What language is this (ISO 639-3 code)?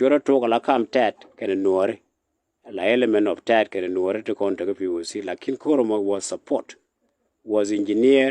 nus